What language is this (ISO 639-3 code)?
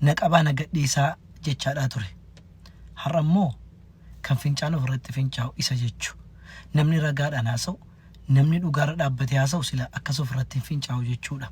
orm